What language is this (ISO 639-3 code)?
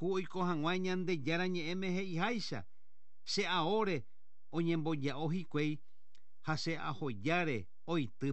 grn